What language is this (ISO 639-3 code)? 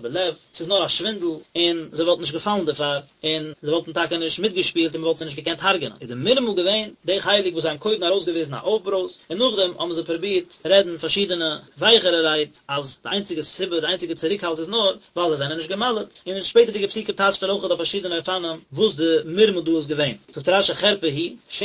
yid